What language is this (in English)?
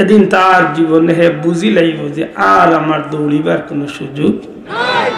Sylheti